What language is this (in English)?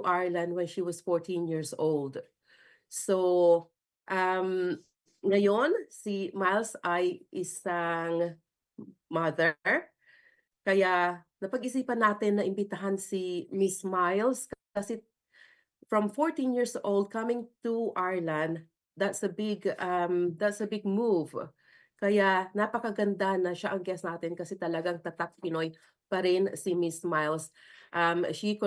Filipino